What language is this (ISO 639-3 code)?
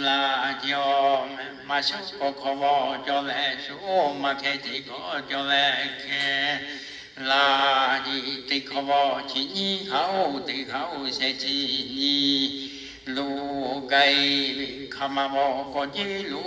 lhu